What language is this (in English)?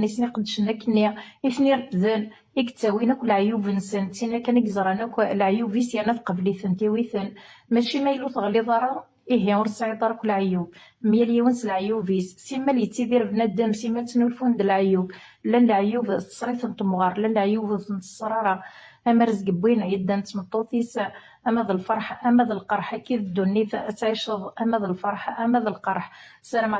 Kabyle